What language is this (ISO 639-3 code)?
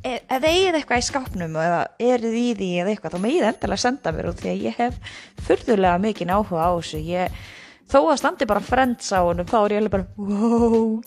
isl